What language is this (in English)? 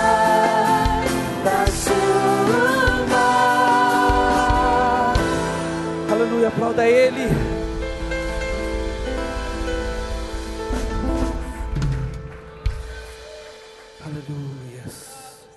Portuguese